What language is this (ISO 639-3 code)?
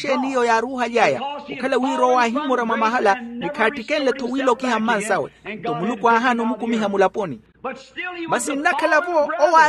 vmw